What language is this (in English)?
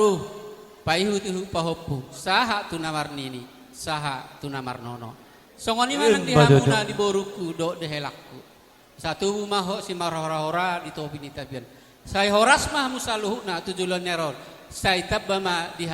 Batak Toba